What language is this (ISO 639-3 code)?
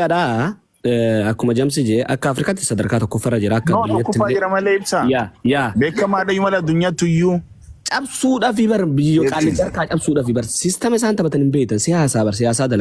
orm